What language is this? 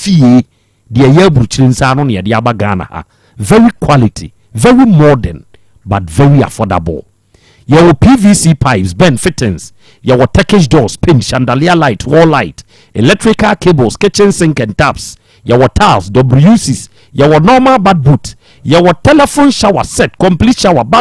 Akan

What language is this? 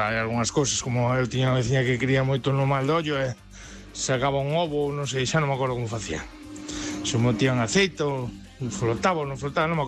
Galician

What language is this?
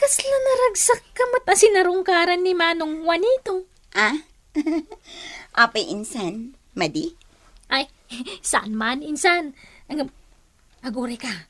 Iloko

